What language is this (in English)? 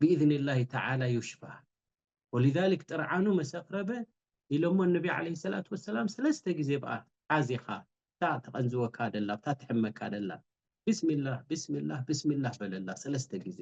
Tigrinya